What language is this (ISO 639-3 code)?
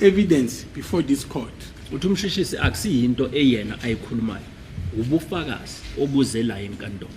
zul